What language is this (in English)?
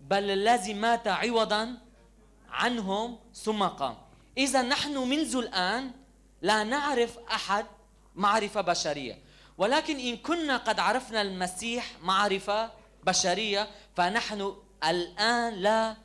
Kurdish